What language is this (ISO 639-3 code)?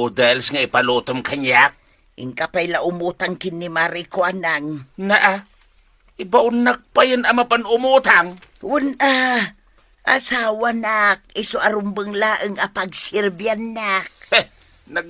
ilo